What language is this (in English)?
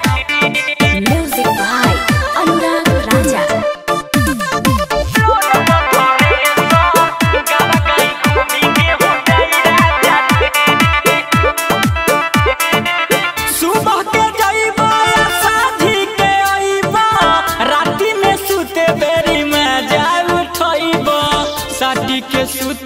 Bhojpuri